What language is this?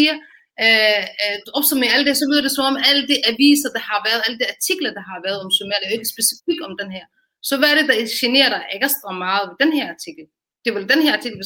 Danish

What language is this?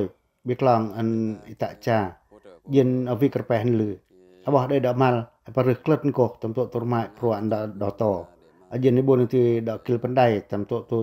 Pacoh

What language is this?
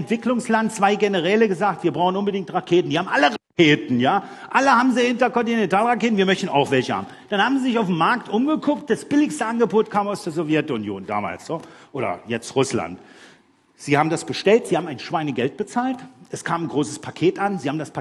German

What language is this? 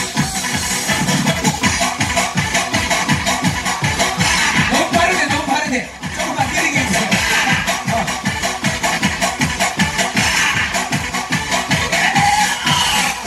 Korean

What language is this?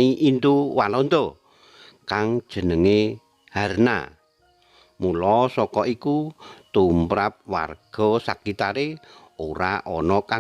Javanese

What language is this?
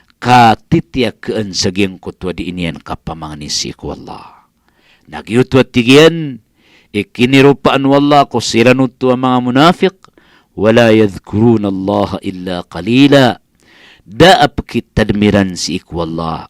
Maranao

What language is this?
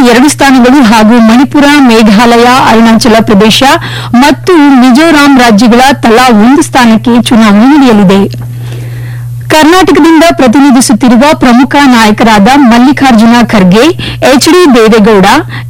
Kannada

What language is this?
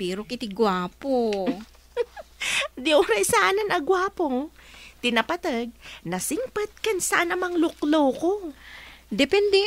Iloko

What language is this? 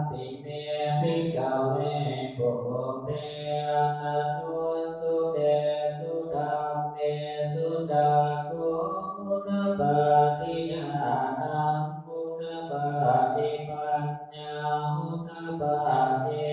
Pali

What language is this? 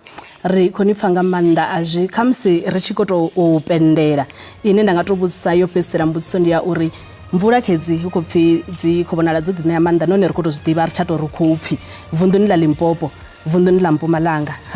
Venda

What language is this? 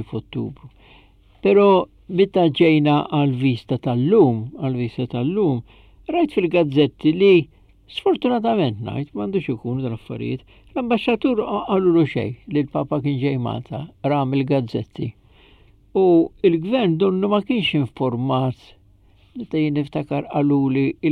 Maltese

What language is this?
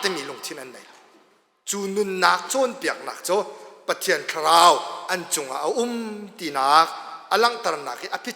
Hakha Chin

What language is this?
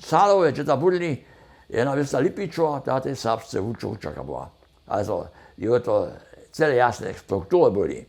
Upper Sorbian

